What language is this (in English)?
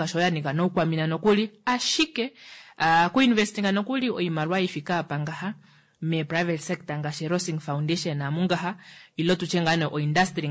Kuanyama